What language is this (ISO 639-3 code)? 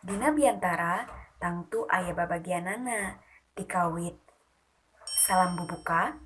sun